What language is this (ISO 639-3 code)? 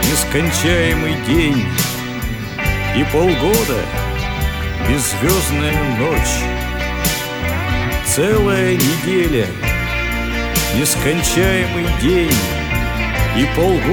rus